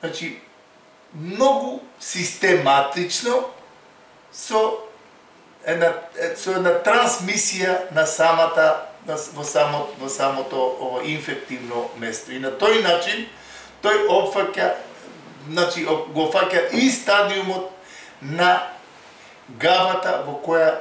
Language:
Macedonian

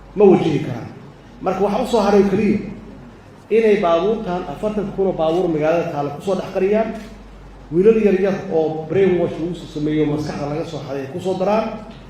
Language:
Somali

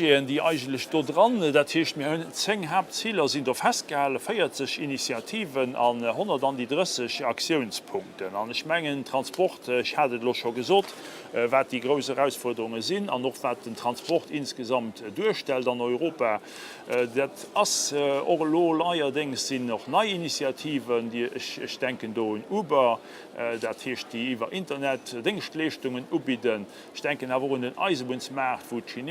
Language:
Luxembourgish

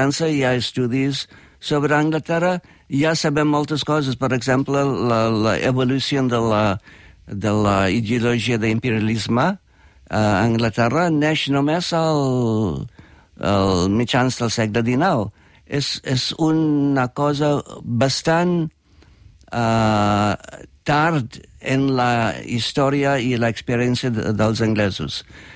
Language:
Catalan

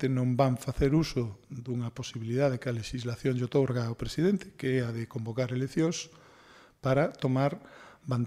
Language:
Galician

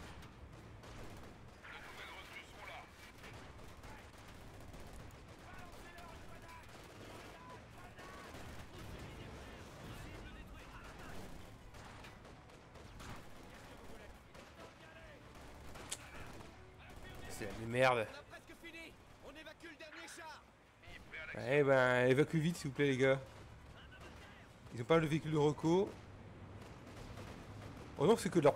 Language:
French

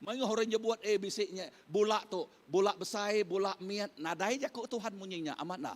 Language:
Iban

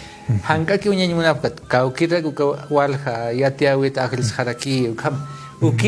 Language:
Aymara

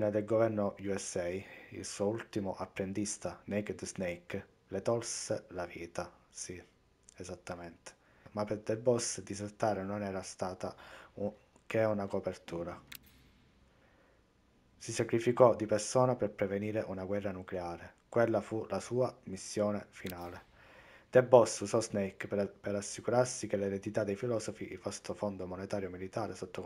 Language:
Italian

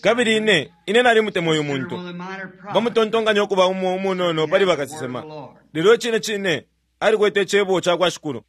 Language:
Bemba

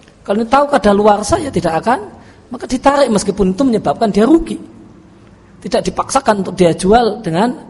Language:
Indonesian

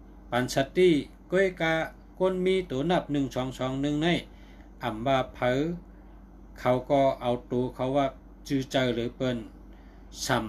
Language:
Shan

